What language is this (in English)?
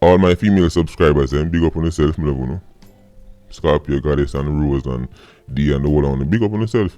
Jamaican Creole English